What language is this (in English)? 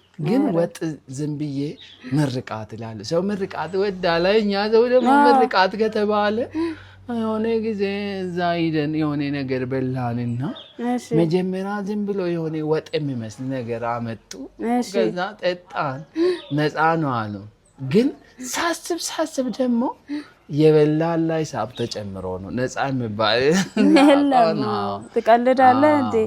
Amharic